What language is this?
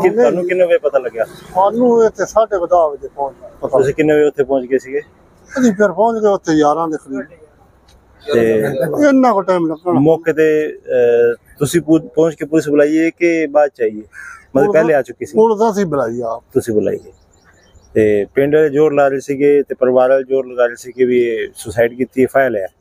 Punjabi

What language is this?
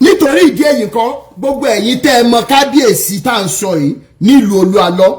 Yoruba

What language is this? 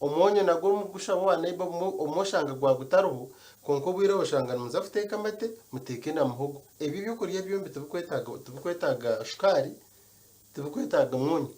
Nyankole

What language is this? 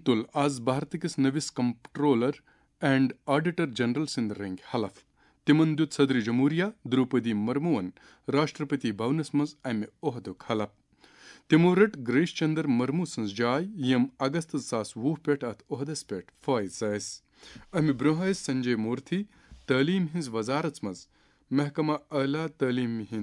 Kashmiri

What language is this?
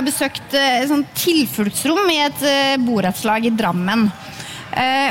Norwegian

